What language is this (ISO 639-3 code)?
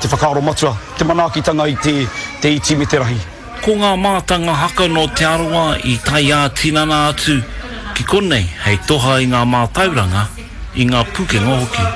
mri